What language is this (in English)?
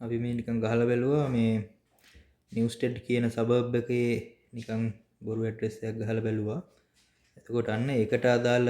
Sinhala